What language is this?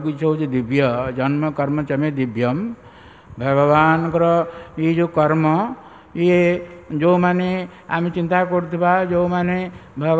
Odia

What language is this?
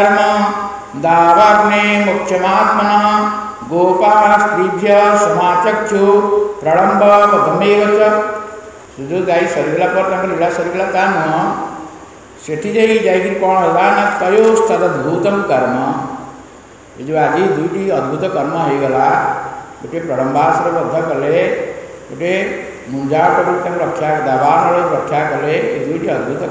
Odia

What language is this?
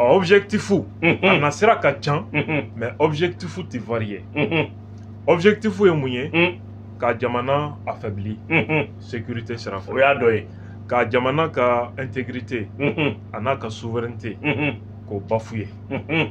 Bambara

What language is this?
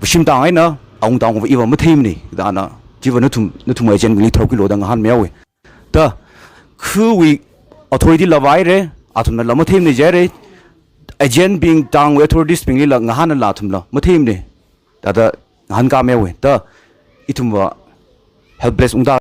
Tangkhul Naga (India)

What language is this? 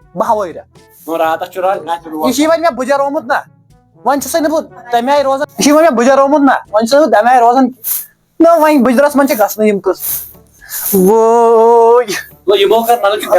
Kashmiri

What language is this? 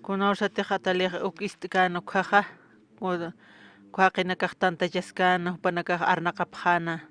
Aymara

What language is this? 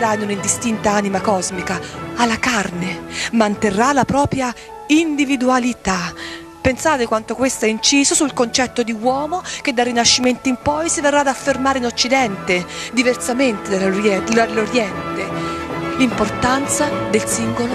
Italian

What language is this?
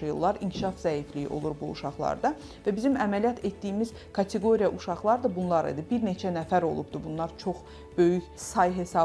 Azerbaijani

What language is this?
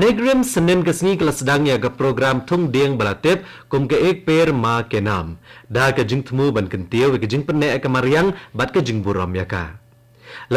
Khasi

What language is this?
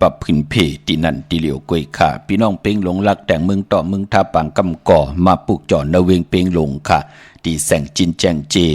Shan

